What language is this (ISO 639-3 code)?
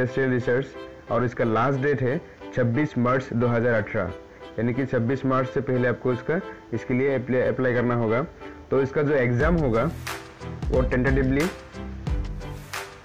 hin